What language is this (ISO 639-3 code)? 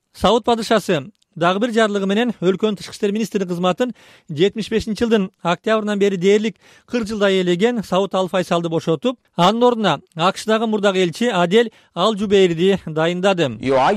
kir